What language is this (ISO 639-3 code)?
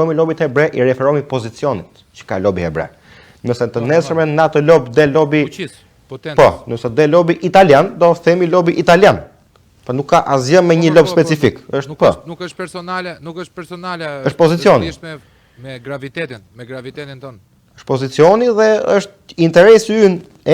sqi